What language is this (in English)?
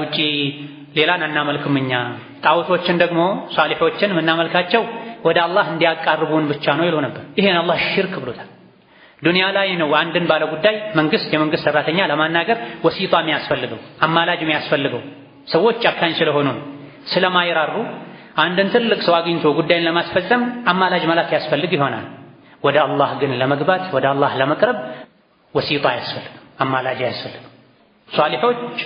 Amharic